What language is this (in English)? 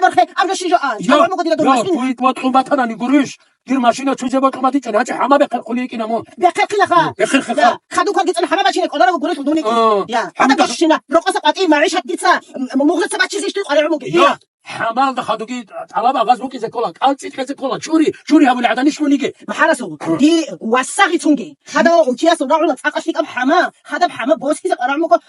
Avaric